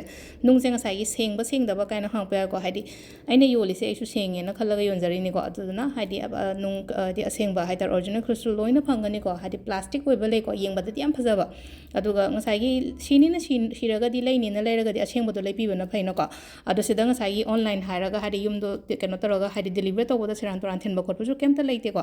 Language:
Manipuri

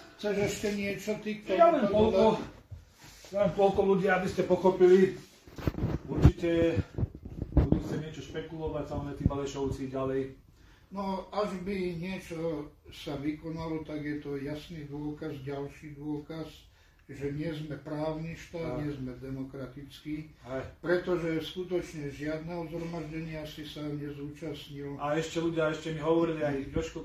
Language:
Slovak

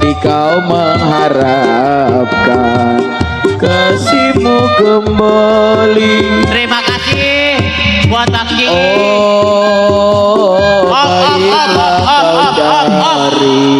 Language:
Betawi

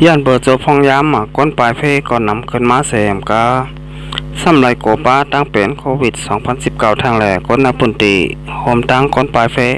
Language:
Shan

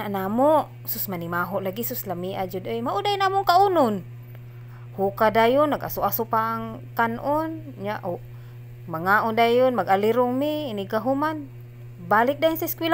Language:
Cebuano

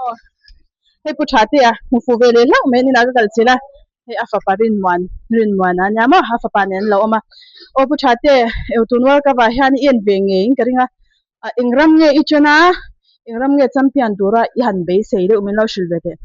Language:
Mizo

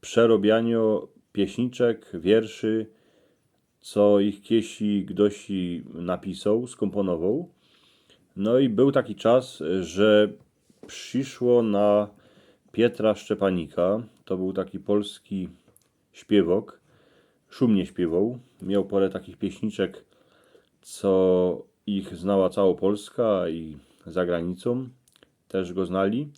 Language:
Silesian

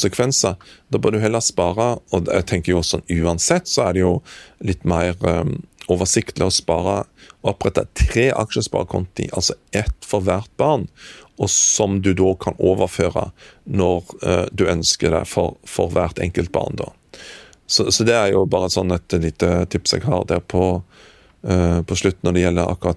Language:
Norwegian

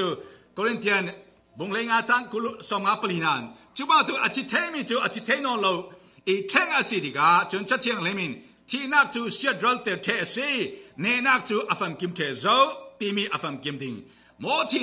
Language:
Falam Chin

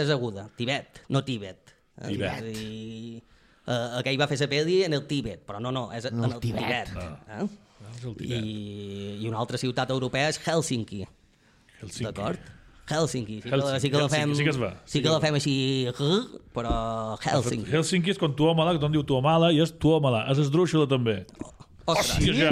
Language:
Catalan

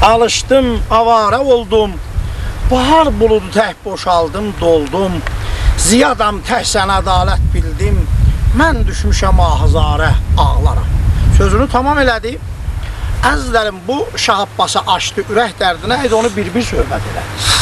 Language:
South Azerbaijani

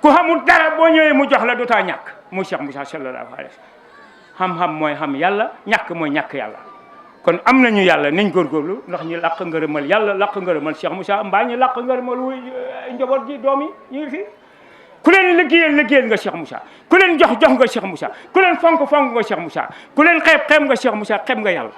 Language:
Wolof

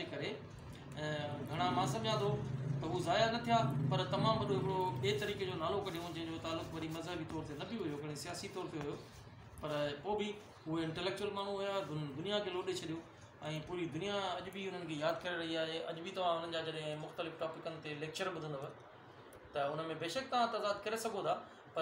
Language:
Sindhi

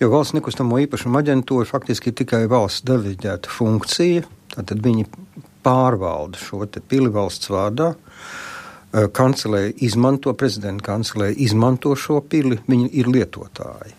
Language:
Latvian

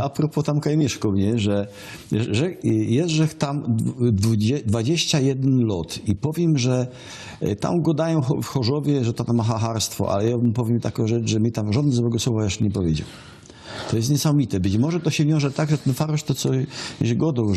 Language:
Silesian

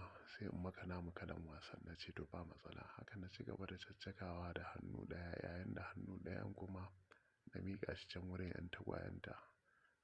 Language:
Hausa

